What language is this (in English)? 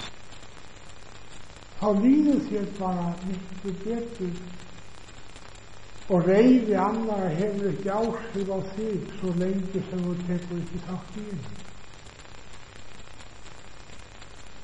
Icelandic